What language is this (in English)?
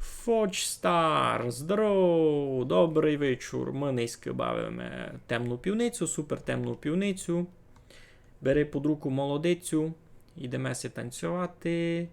Rusyn